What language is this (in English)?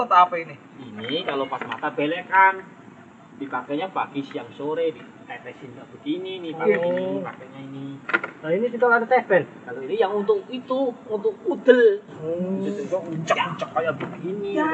Betawi